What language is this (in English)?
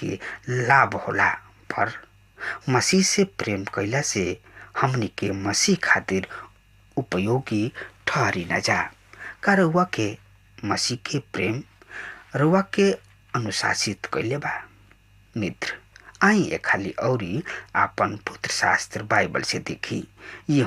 Bhojpuri